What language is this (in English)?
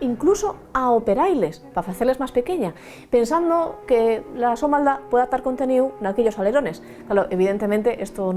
Asturian